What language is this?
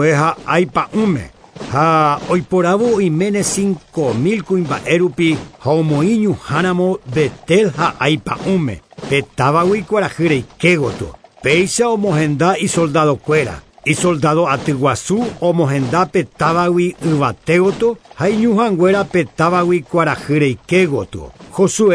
Guarani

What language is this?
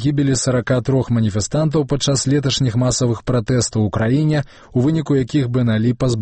Belarusian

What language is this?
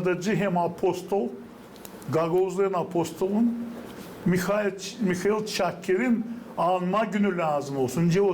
Gagauz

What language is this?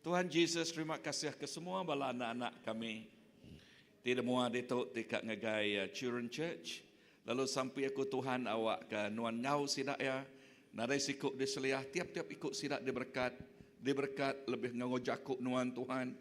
Iban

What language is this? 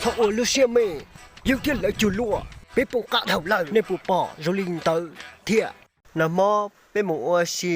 Hmong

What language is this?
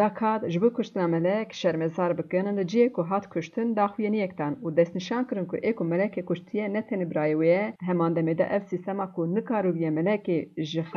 Kurdish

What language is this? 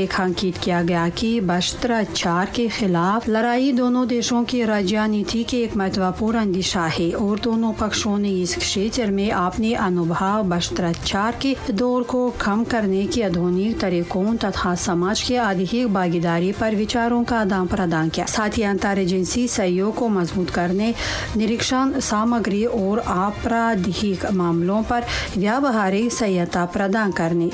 Hindi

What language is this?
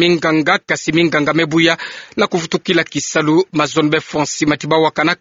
Kituba (Democratic Republic of Congo)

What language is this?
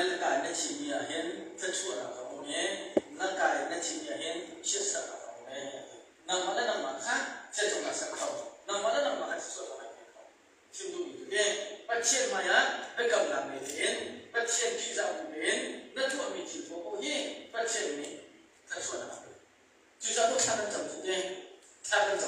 Hakha Chin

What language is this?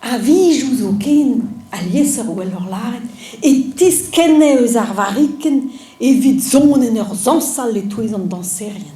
Breton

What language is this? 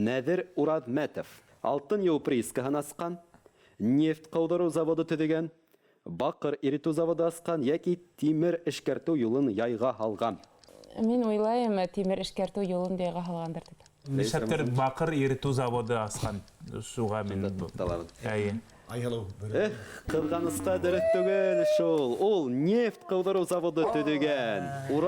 Bashkir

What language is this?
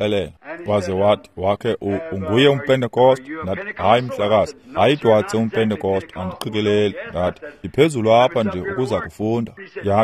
Xhosa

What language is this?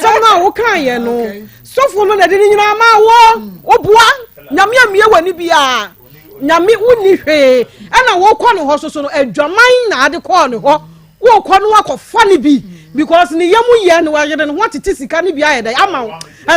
Akan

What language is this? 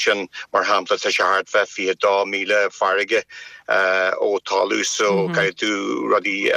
Irish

